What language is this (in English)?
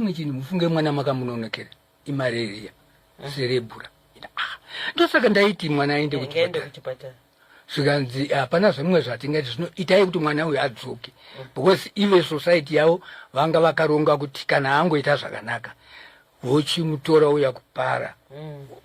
Shona